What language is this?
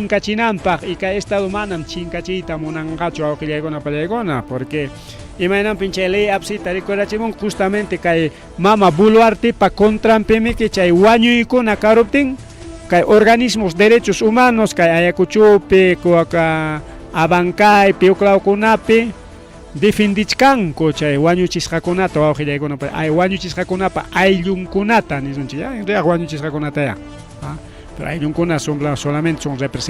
Ayacucho Quechua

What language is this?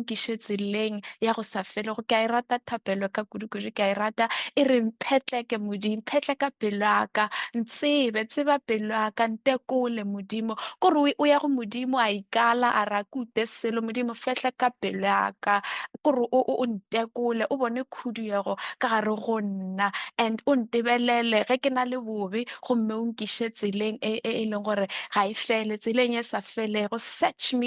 Northern Sotho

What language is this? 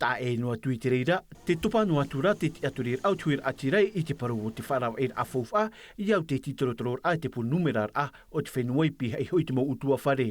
Tahitian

